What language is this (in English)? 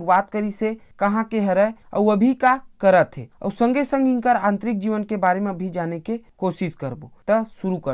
Chhattisgarhi